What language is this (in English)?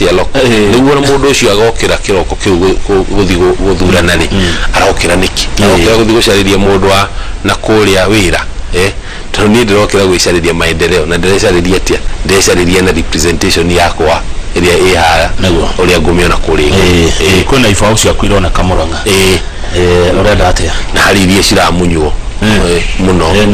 Kikuyu